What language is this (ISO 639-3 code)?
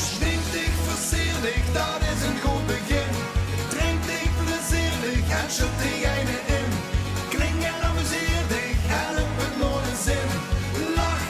lim